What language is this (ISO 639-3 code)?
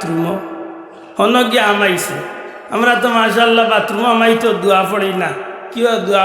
syl